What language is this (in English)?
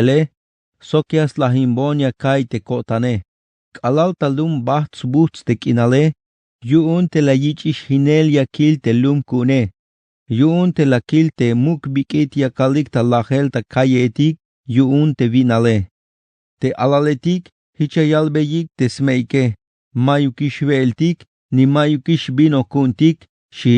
Tzeltal